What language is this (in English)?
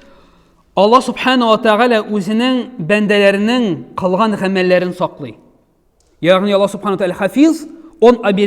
Tatar